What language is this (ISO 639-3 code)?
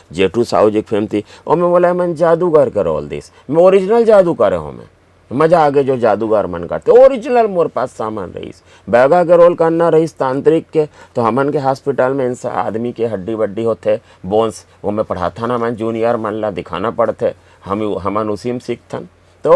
hne